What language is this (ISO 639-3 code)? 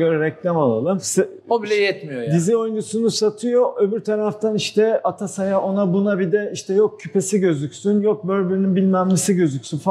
tur